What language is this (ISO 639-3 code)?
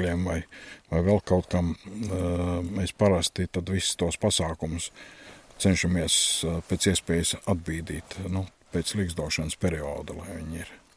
lav